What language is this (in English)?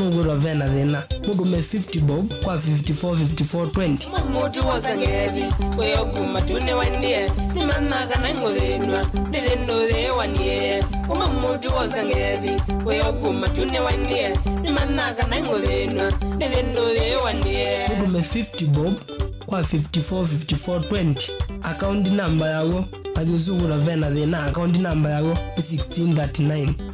Kamba